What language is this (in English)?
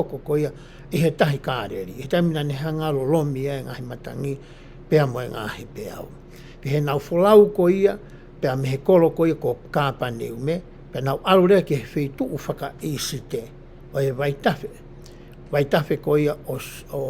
Tongan